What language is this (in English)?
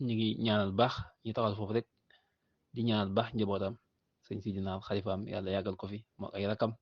Wolof